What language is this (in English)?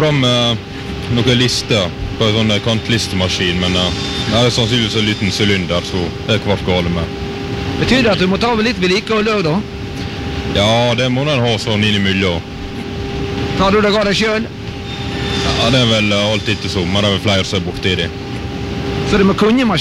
Norwegian